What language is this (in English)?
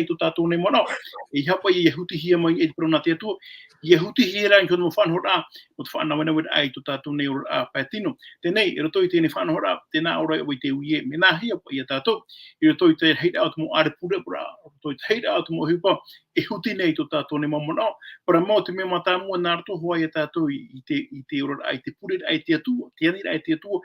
Tahitian